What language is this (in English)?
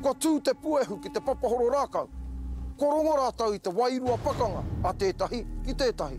Māori